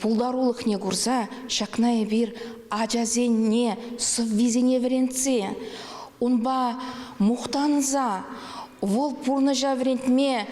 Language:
Chuvash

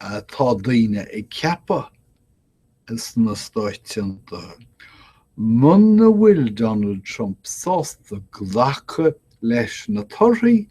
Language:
Irish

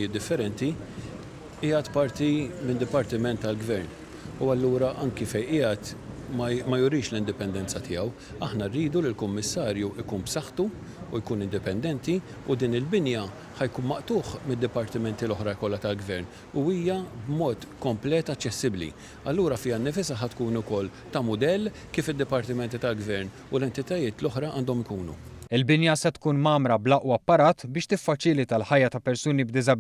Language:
Maltese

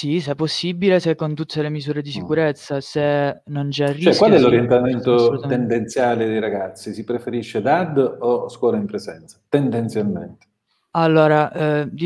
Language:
Italian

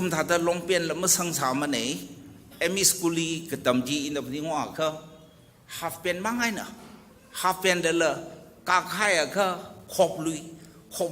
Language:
Tangkhul Naga (India)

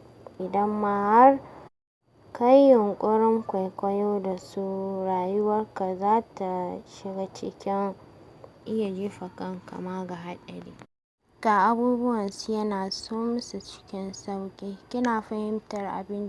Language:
Hausa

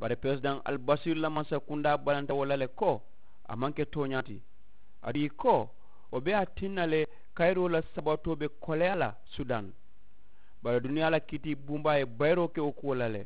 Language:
Mandingo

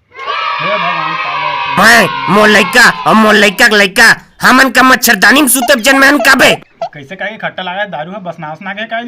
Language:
Chhattisgarhi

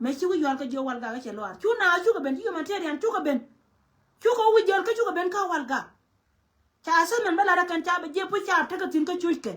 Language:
Nuer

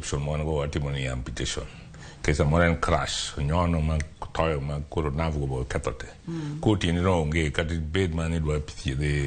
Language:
Luo (Kenya and Tanzania)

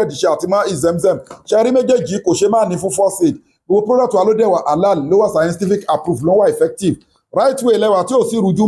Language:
Yoruba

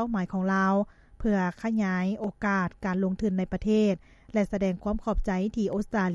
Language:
Lao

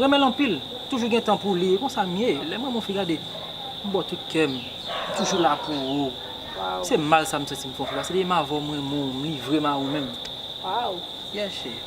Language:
Haitian Creole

